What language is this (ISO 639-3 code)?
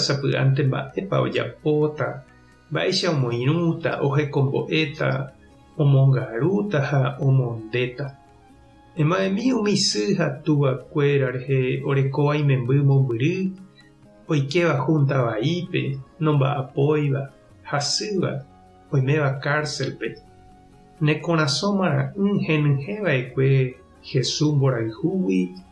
grn